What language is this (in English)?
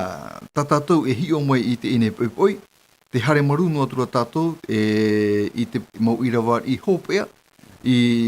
Tahitian